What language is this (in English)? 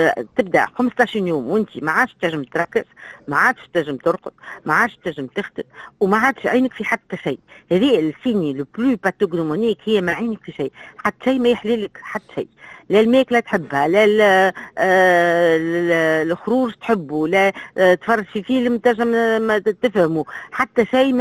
Tunisian Arabic